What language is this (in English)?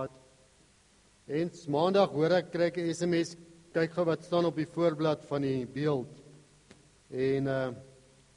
Afrikaans